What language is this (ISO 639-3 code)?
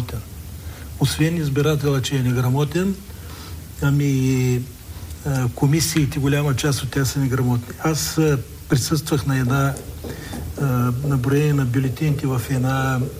bul